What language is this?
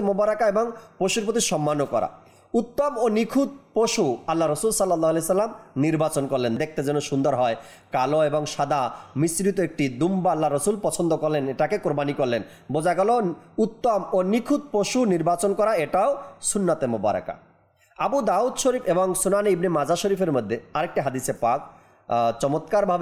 Bangla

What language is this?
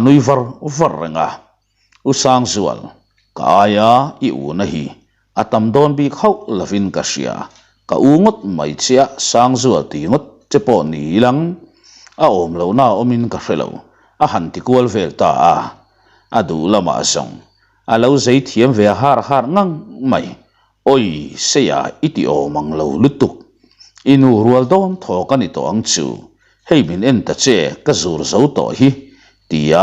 Mizo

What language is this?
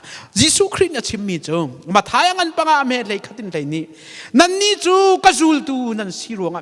Hakha Chin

